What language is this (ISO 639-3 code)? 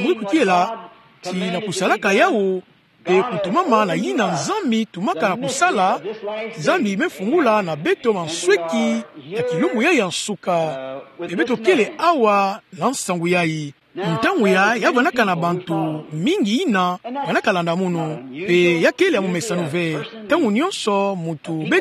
ktu